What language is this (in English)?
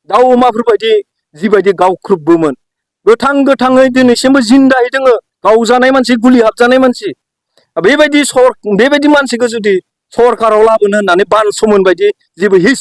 Bodo